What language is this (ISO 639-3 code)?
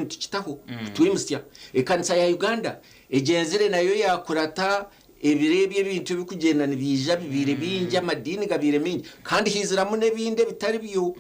nyn